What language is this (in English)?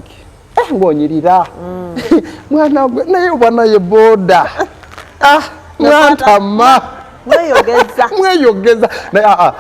Ganda